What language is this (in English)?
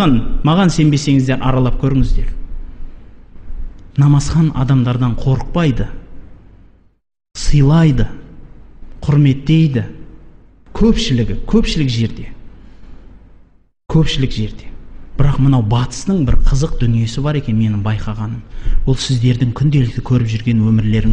Kazakh